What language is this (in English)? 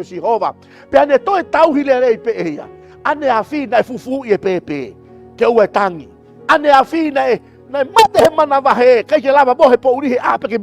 Tongan